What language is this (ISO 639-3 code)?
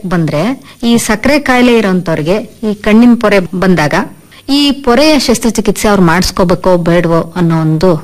kan